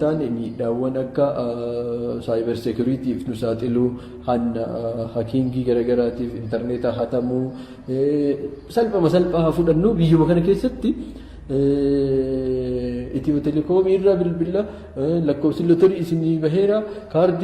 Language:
Oromo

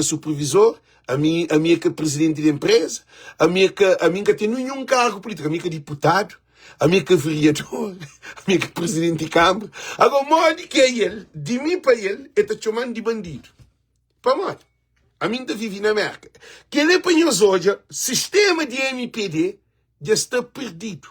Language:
Kabuverdianu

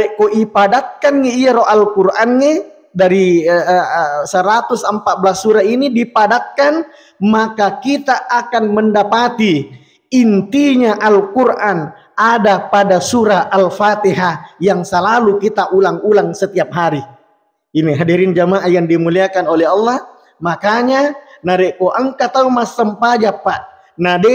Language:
Buginese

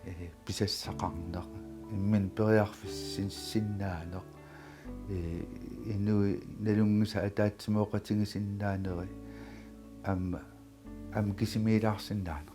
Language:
Kalaallisut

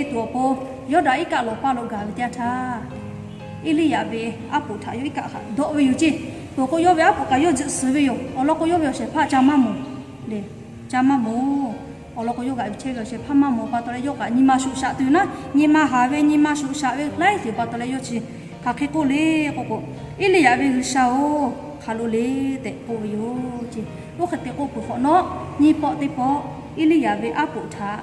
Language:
Lahu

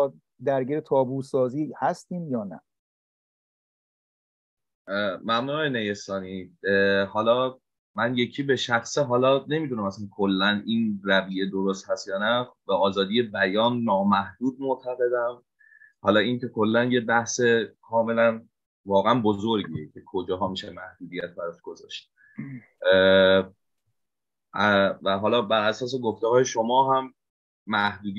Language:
Persian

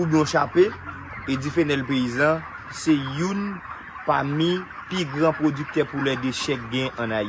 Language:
Haitian Creole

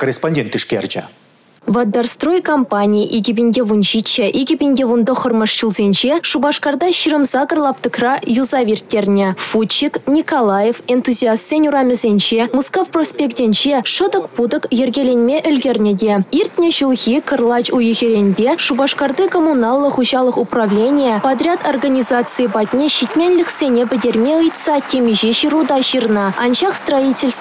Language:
Chuvash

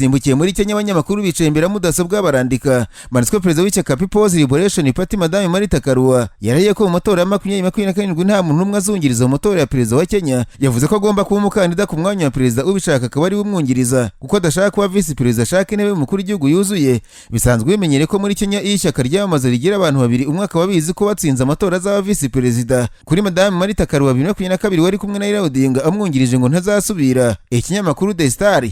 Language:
Kinyarwanda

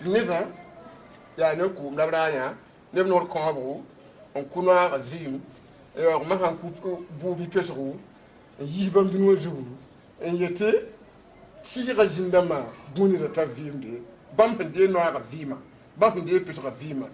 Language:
Mossi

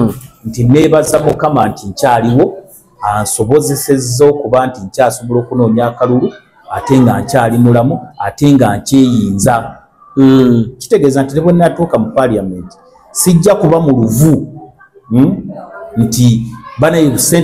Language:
Ganda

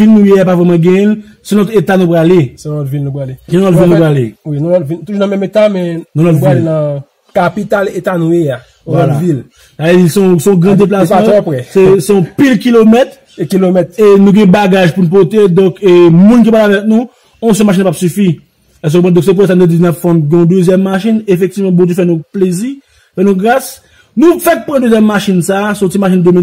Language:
Haitian Creole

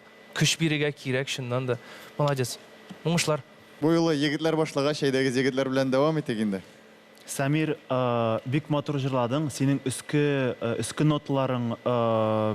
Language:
Tatar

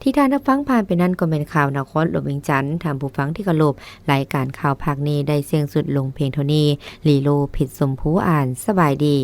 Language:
Lao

